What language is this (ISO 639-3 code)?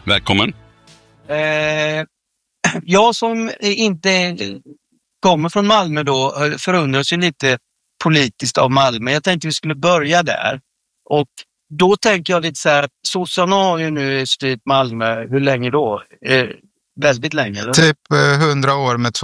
swe